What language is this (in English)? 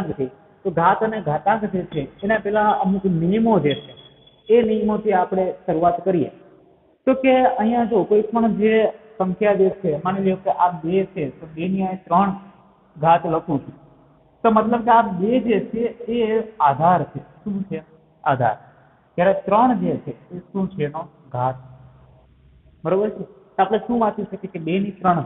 Gujarati